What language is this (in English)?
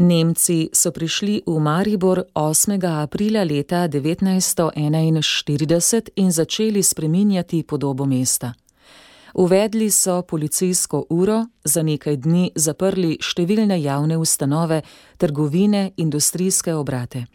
Slovenian